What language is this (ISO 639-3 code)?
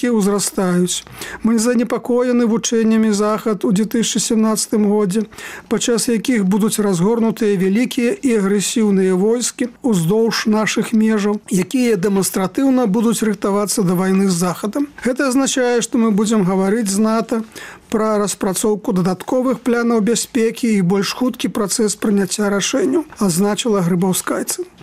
bel